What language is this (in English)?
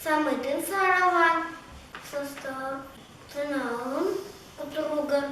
Yakut